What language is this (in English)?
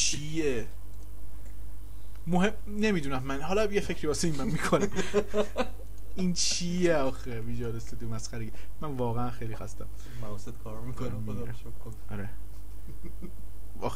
Persian